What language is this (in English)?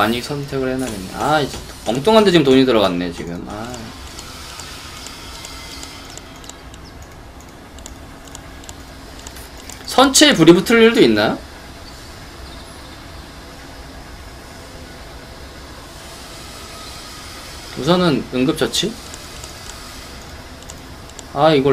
Korean